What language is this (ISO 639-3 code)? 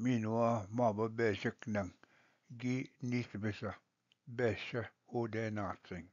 oji